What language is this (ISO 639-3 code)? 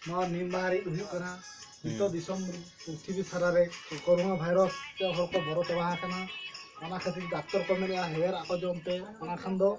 sat